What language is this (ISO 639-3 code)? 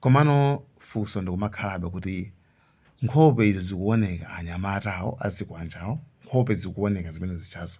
nya